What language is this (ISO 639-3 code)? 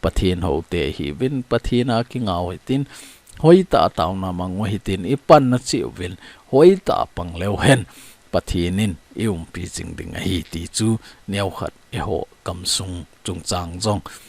tcz